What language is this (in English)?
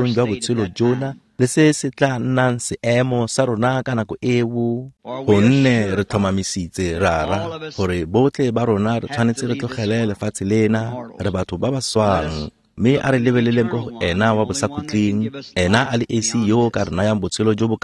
Tswana